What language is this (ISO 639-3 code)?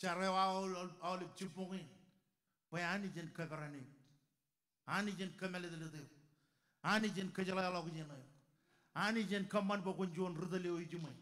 mah